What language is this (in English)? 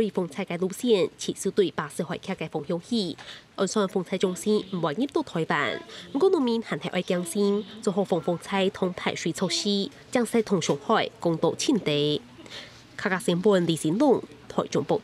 Hakka Chinese